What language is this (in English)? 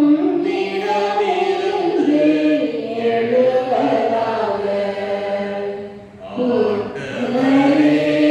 Tamil